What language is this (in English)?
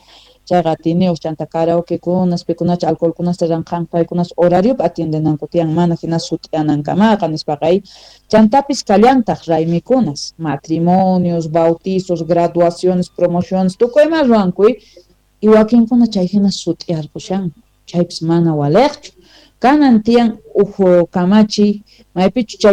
South Bolivian Quechua